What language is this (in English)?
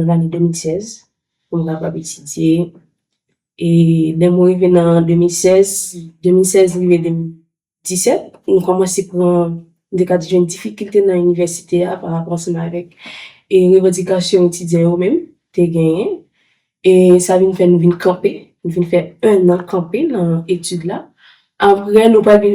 Haitian Creole